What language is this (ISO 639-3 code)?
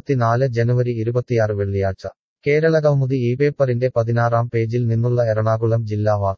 mal